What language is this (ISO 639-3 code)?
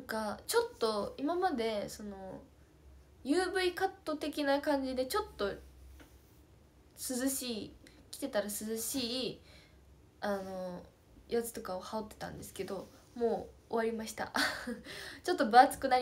jpn